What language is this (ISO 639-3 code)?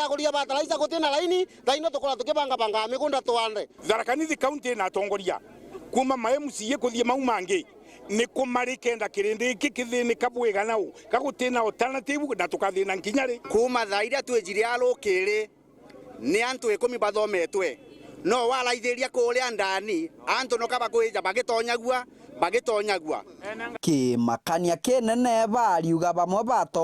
mer